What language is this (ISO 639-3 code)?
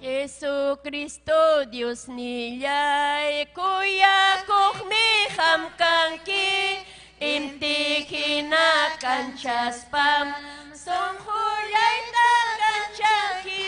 quy